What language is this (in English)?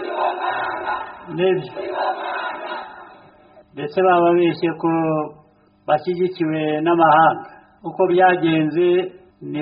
Kinyarwanda